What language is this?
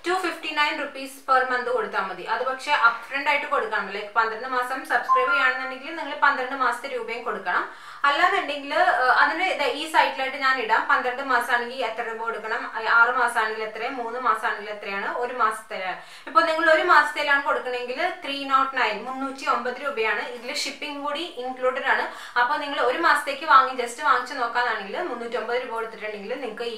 Malayalam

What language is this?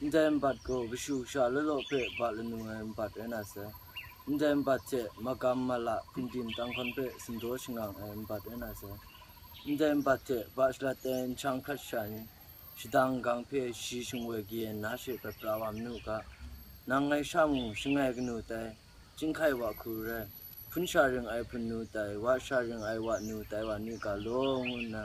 Kachin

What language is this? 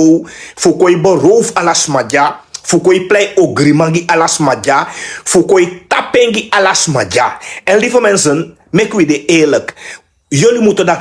Sranan Tongo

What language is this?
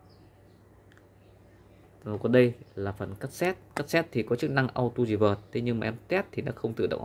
Vietnamese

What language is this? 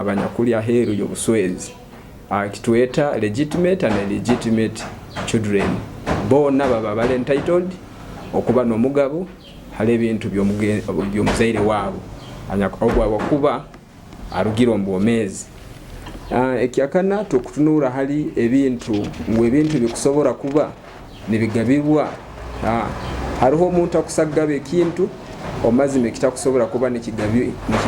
Nyoro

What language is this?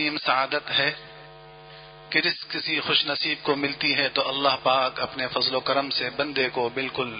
Urdu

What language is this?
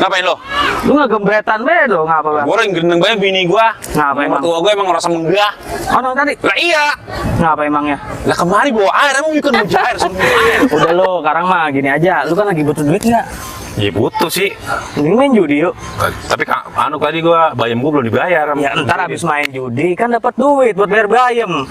Betawi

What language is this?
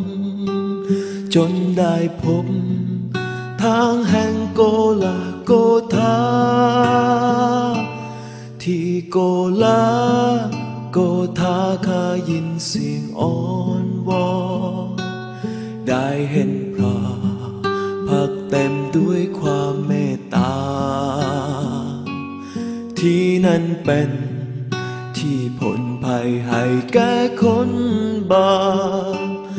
Thai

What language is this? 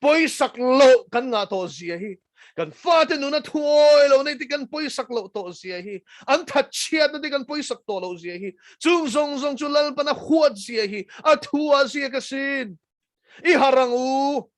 Mizo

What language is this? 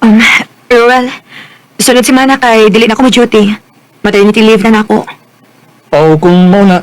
Cebuano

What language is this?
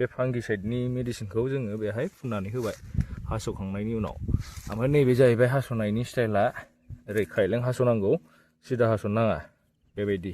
Bodo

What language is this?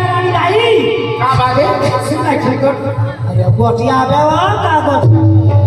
Chhattisgarhi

